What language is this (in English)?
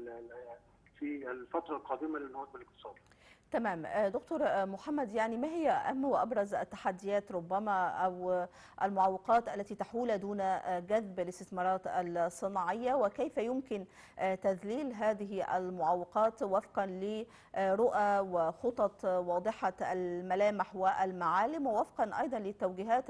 Arabic